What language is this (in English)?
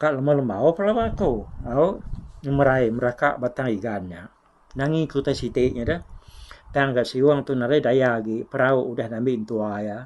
Iban